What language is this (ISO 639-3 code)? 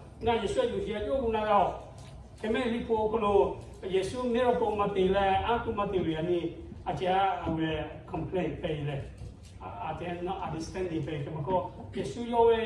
lhu